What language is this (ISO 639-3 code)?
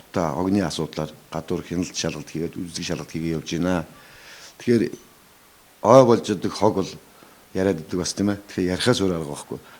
mon